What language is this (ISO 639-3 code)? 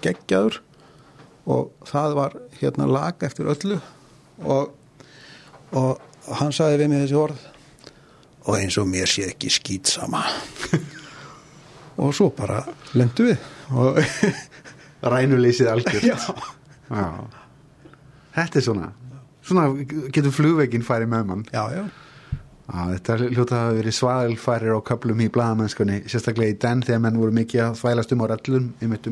isl